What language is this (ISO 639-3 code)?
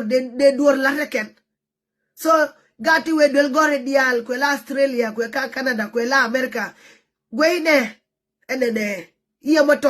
nus